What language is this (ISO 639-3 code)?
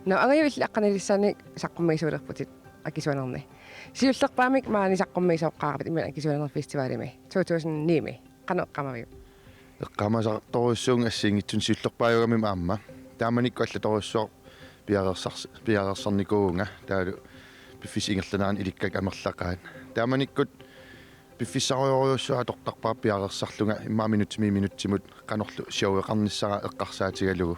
kal